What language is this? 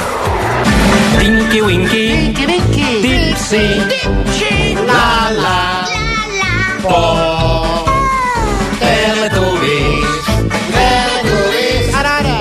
Catalan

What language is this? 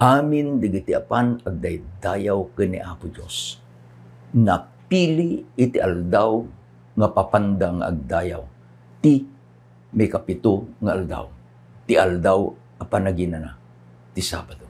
Iloko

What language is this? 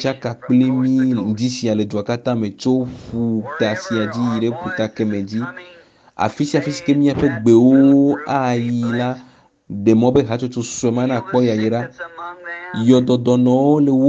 Ewe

